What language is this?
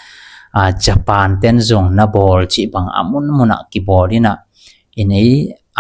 Tedim Chin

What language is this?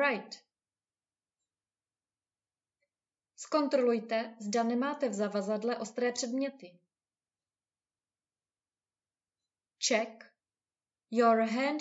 Czech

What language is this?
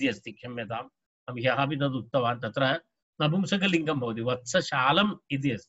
Sanskrit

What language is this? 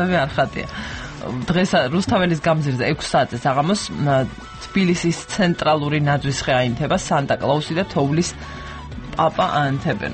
Georgian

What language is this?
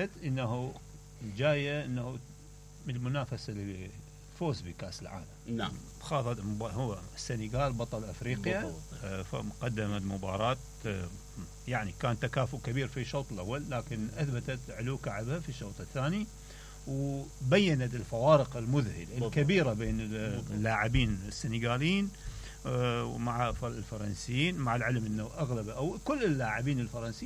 Mesopotamian Arabic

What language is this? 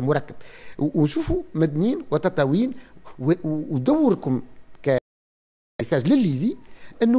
Tunisian Arabic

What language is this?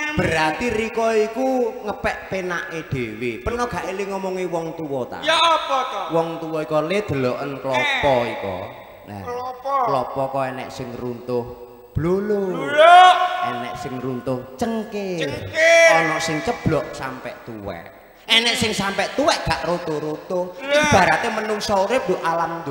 Javanese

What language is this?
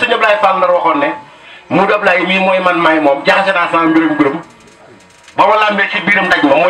Wolof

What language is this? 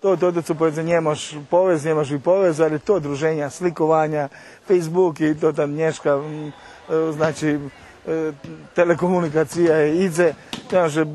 Rusyn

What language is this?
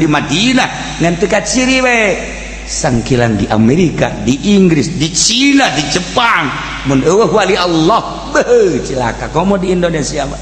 Sundanese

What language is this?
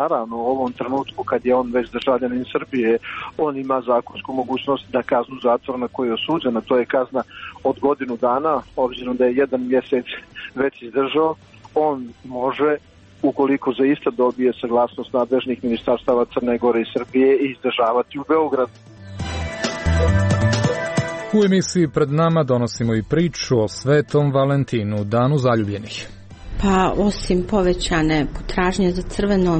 Serbian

